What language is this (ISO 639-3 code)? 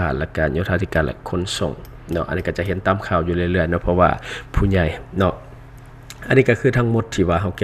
lao